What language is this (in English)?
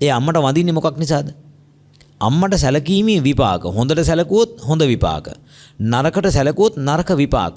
Sinhala